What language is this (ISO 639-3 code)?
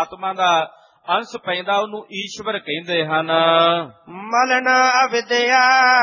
pan